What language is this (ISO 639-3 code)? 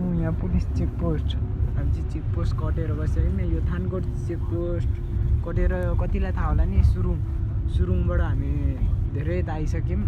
nep